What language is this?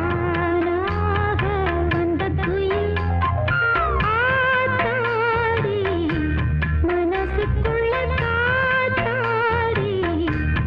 Tamil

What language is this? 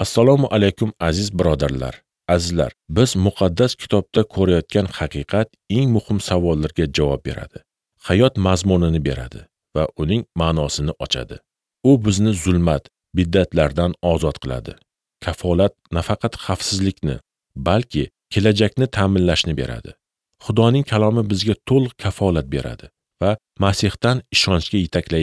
Uzbek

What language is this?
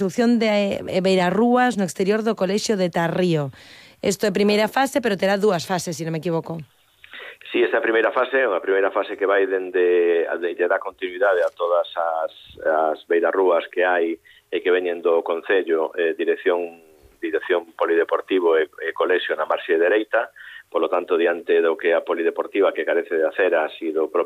Galician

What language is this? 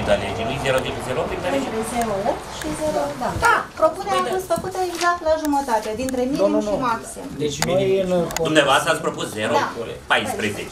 Romanian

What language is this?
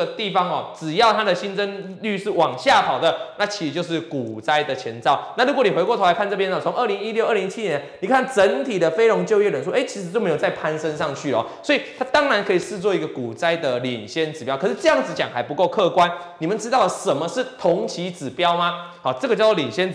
Chinese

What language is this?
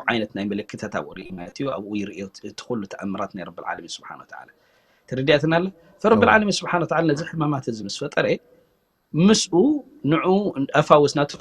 Tigrinya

